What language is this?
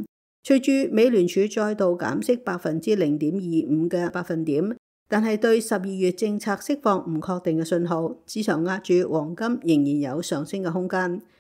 Cantonese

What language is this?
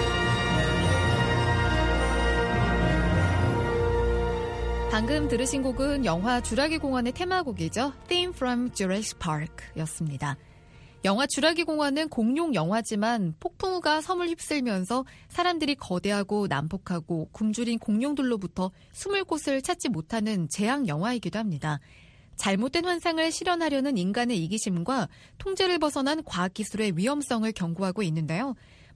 Korean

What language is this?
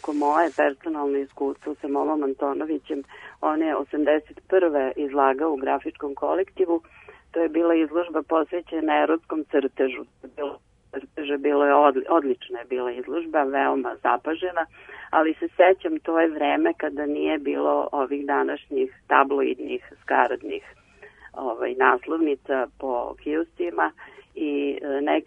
Serbian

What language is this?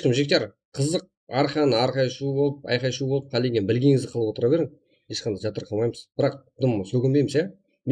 Kara-Kalpak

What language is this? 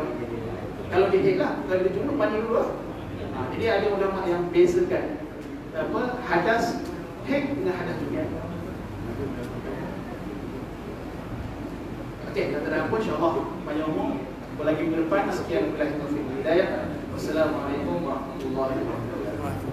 Malay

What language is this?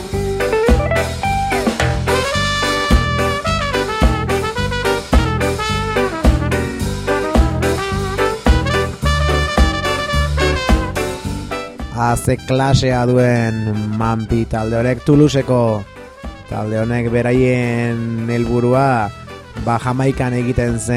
Basque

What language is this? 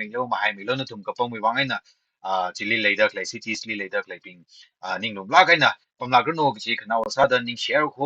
Tangkhul Naga (India)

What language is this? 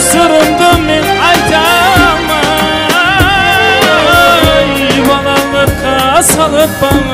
Kara-Kalpak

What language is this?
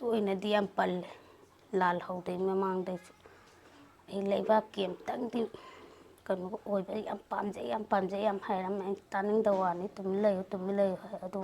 Manipuri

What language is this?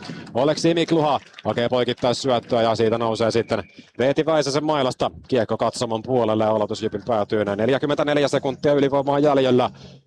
Finnish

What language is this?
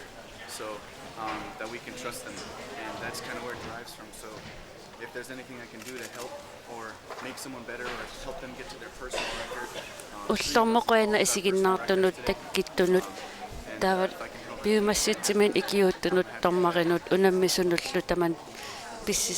Kalaallisut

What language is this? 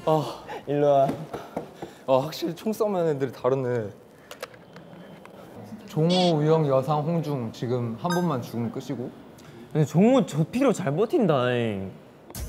Korean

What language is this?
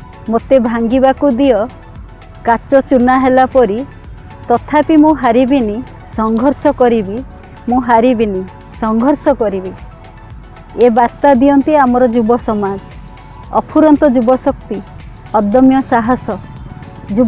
Odia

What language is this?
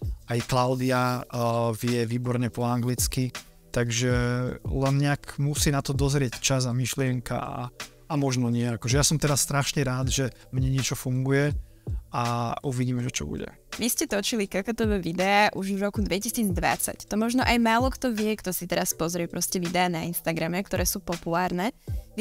Slovak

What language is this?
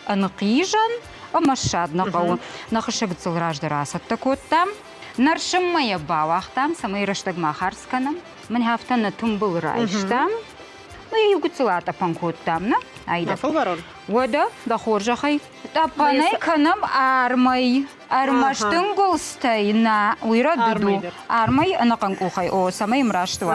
Ossetic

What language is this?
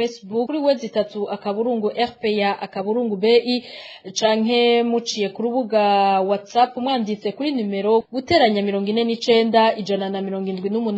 Rundi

